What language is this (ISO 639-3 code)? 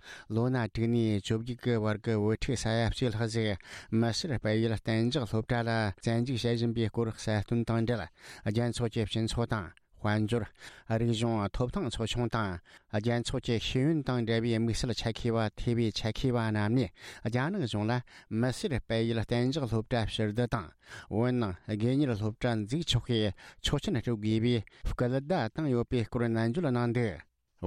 bod